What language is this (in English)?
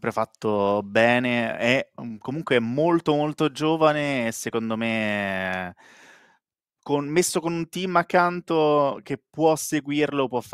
Italian